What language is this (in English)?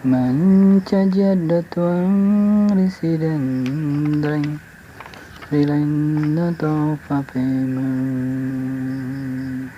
Buginese